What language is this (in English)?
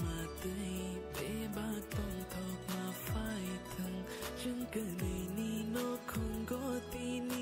Kok Borok